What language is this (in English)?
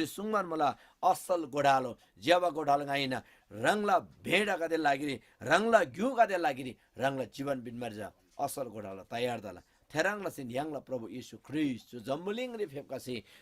Eastern Tamang